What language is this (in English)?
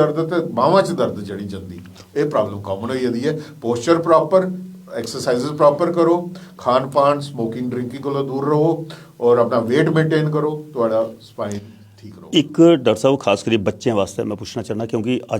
Dogri